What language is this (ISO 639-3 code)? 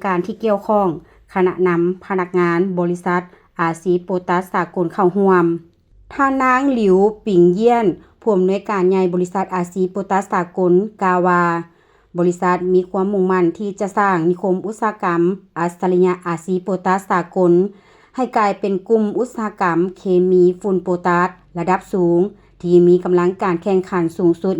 lao